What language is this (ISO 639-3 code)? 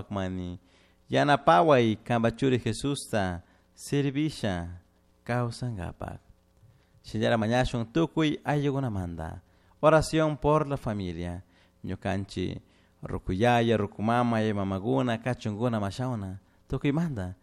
qug